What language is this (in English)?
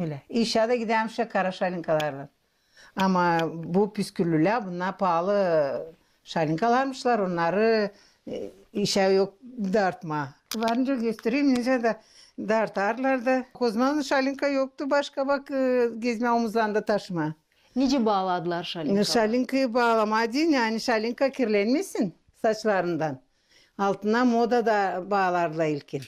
Gagauz